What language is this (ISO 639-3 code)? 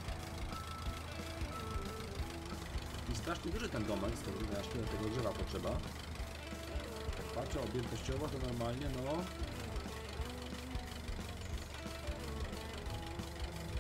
pol